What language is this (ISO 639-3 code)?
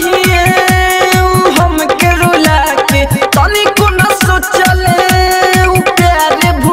bho